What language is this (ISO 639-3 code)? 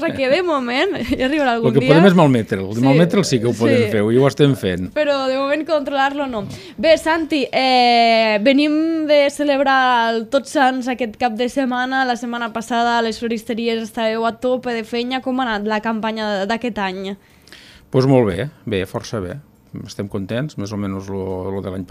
cat